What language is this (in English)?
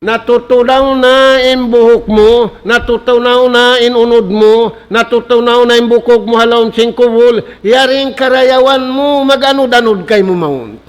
Tausug